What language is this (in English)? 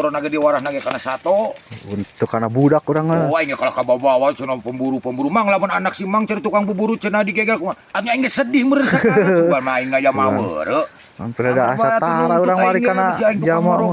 Sundanese